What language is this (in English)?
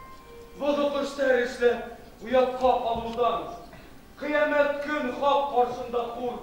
Bashkir